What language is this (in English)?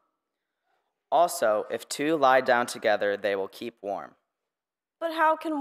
English